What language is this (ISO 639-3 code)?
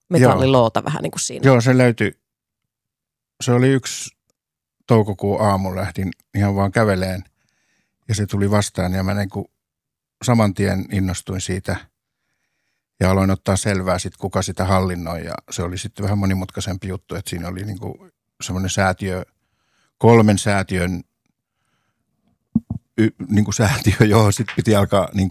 fin